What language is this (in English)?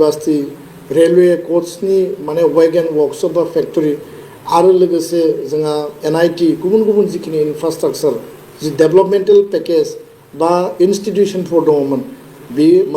Bodo